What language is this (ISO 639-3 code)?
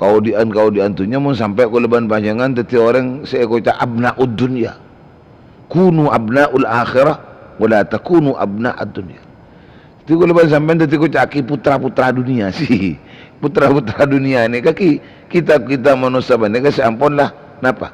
mad